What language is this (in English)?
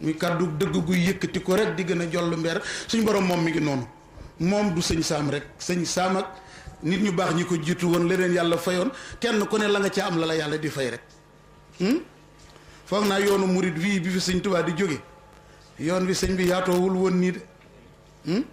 Wolof